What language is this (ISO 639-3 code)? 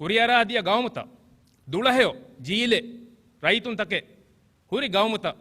div